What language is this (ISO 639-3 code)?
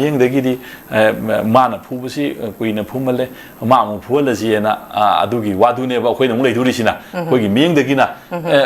mni